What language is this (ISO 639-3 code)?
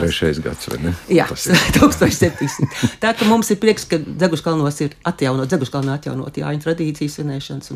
lav